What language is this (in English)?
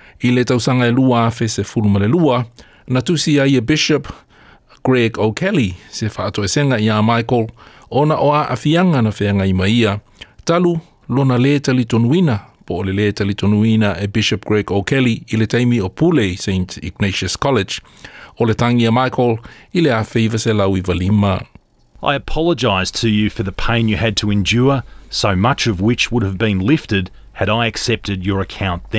Samoan